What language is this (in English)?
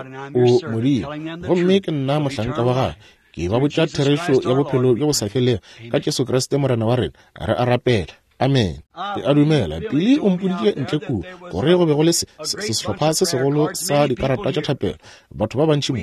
Northern Sotho